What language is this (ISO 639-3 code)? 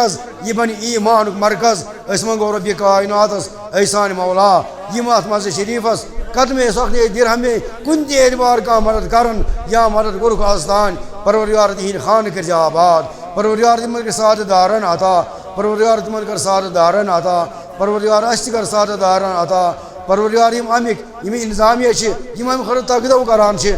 kas